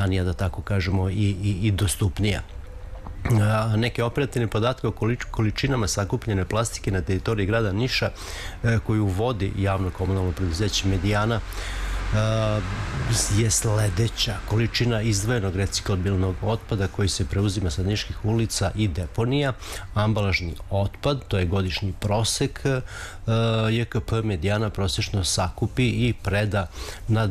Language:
Serbian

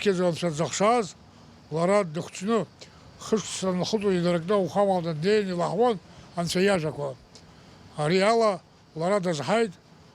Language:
Abkhazian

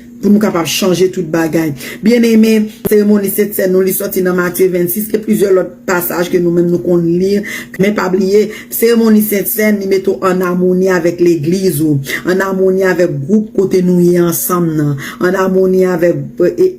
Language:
Haitian Creole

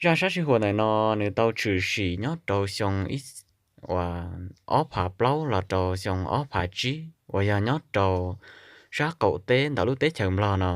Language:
Hmong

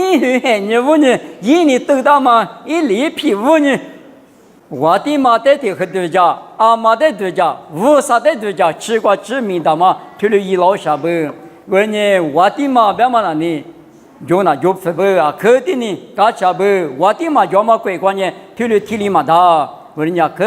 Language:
Lisu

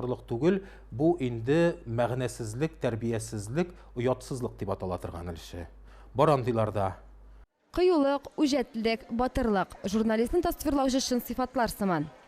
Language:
Tatar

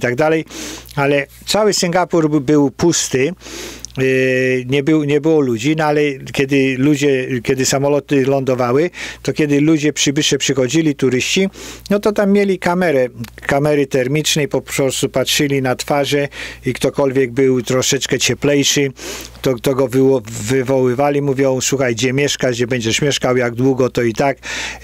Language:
Polish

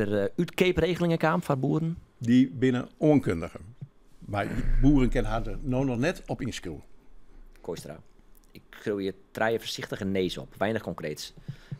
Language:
Western Frisian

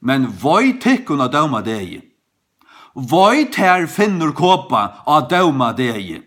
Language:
Faroese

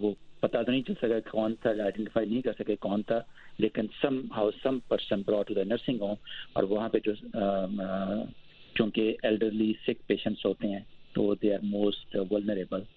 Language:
Urdu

